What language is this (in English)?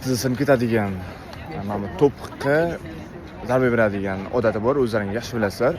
Uzbek